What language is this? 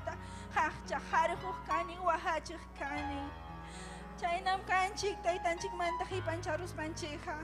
Ayacucho Quechua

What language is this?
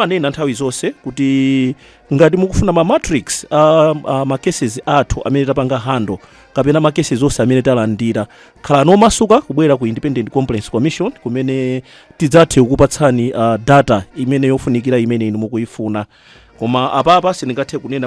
Nyanja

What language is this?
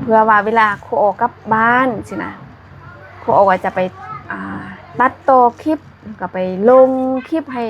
Lao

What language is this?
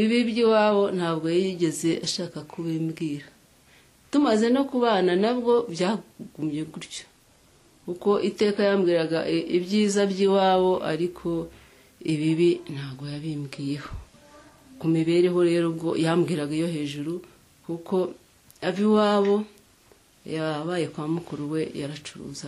Kinyarwanda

